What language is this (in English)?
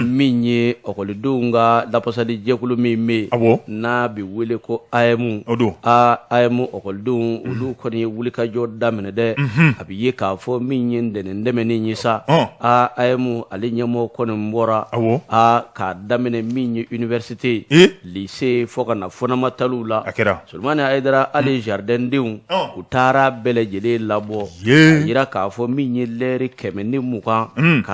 Bambara